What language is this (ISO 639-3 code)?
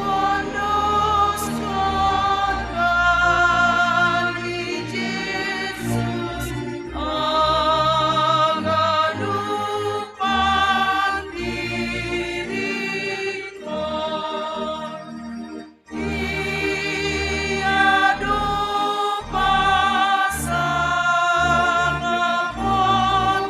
bts